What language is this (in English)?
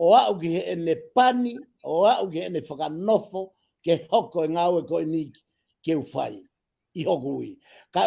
Tongan